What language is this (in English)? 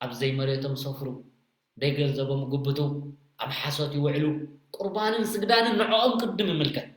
Tigrinya